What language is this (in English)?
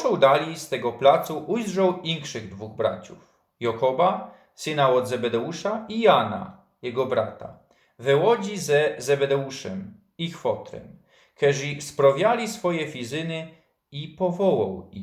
Silesian